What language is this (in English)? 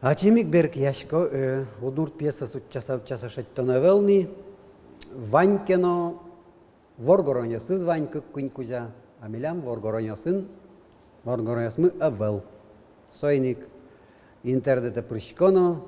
Udmurt